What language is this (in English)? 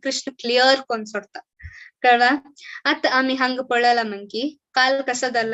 Konkani